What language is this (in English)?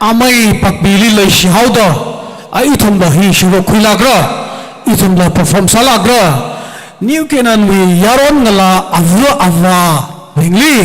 Tangkhul Naga (India)